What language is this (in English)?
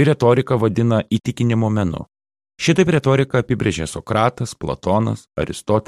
Lithuanian